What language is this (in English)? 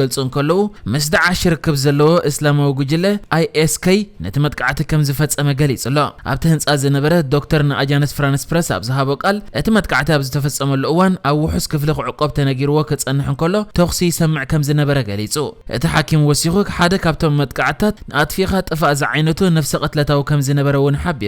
Tigrinya